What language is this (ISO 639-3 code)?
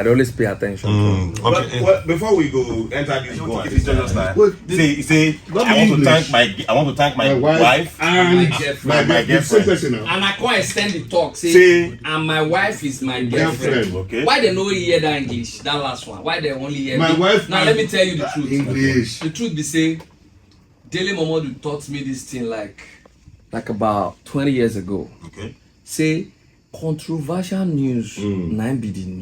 pcm